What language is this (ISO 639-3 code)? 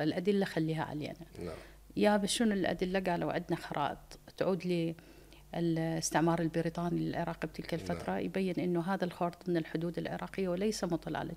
acm